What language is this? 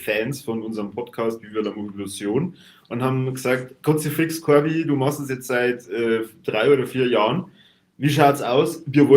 Bavarian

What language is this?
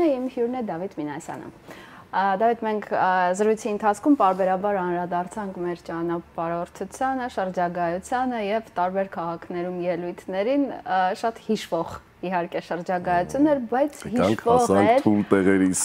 Armenian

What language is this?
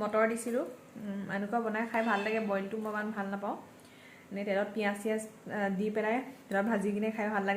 Assamese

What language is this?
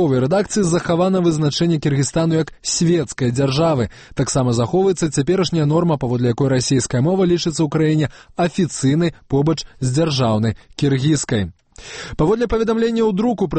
Belarusian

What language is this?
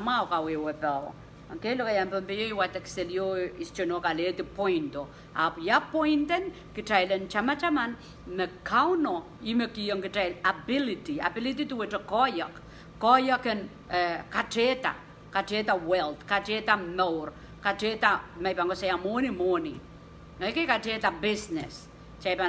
Pohnpeian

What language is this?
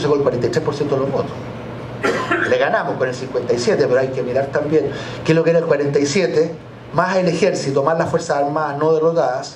Spanish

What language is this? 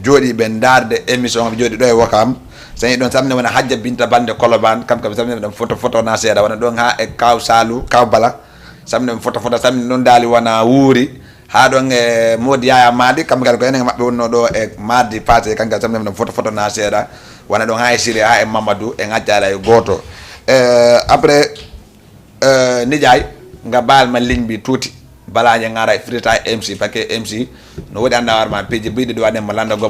Fula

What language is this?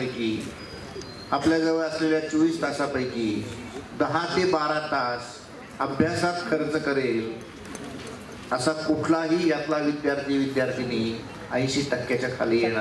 Marathi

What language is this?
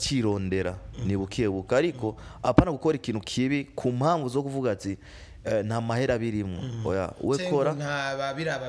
Rundi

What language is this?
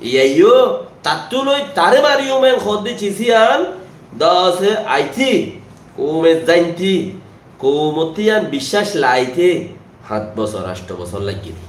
Rohingya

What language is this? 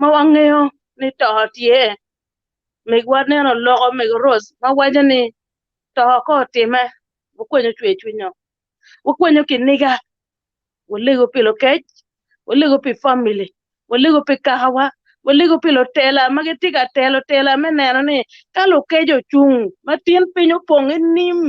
Acoli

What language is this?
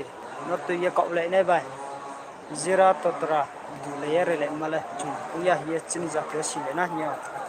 Riang (India)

